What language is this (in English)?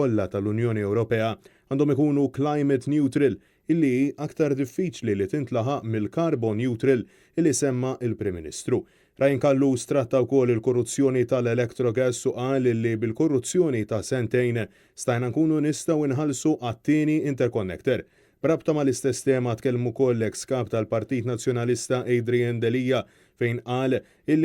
Maltese